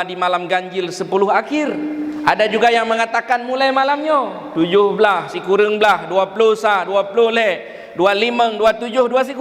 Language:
Achinese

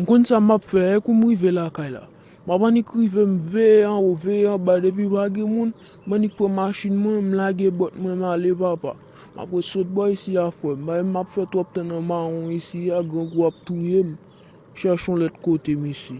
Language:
Haitian Creole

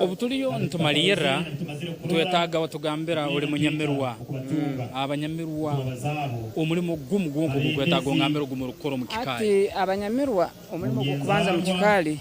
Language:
Nyankole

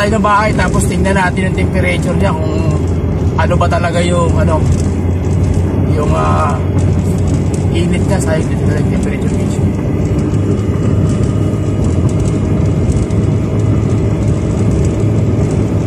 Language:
Filipino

